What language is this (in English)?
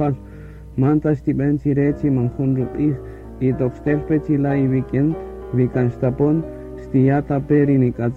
Kaqchikel